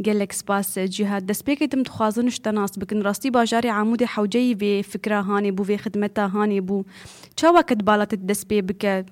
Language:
Kurdish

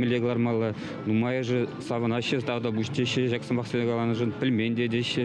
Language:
Chuvash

